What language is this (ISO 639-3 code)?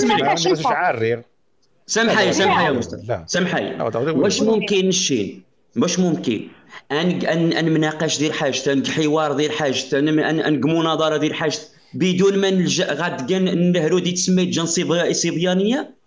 ary